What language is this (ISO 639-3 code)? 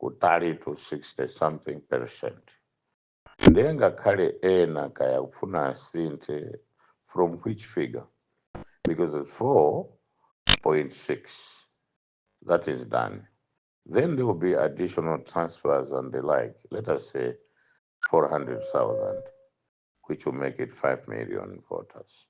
nya